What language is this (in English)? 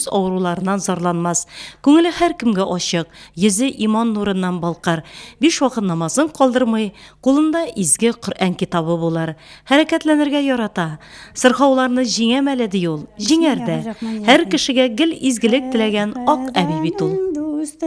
Tatar